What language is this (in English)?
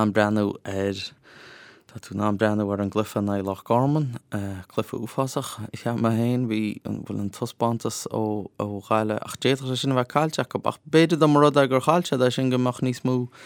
Irish